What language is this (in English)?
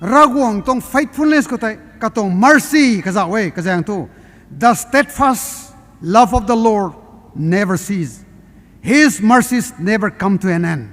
Rongmei Naga